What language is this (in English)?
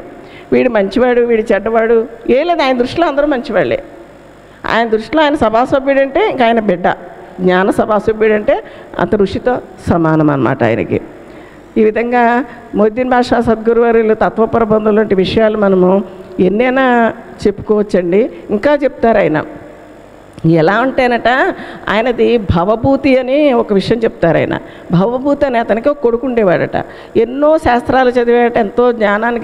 Telugu